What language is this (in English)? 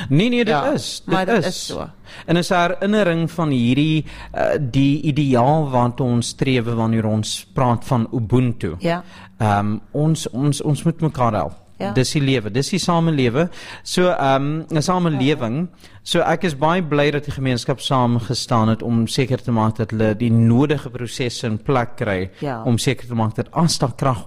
Afrikaans